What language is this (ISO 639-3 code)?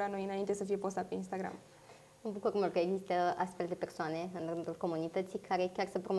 ron